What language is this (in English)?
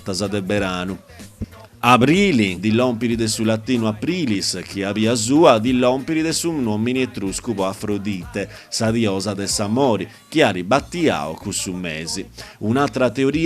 Sardinian